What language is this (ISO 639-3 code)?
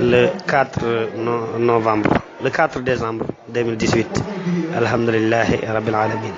wol